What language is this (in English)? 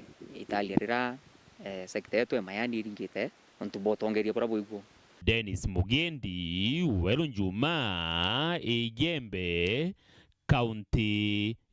Meru